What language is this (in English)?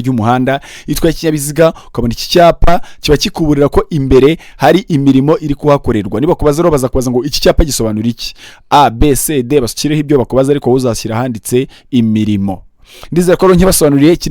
Kinyarwanda